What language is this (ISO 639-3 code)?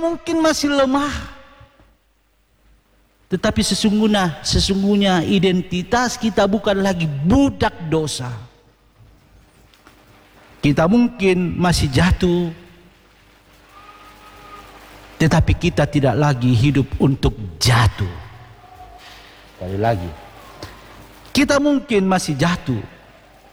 ind